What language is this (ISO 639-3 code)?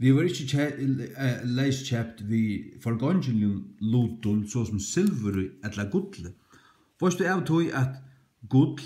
fao